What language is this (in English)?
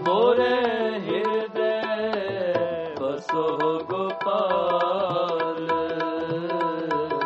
Punjabi